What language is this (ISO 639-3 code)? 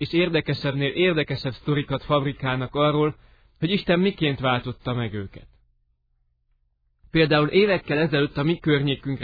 hun